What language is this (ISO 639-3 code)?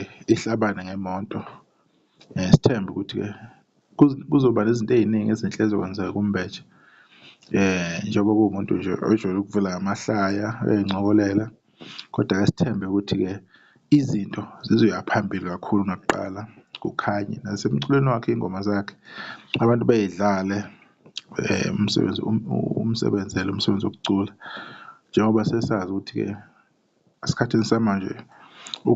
zul